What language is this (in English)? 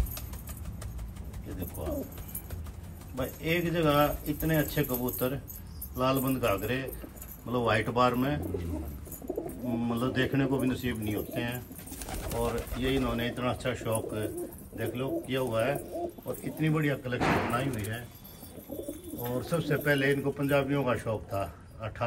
Hindi